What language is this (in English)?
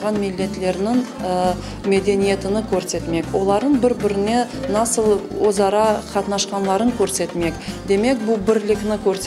Crimean Tatar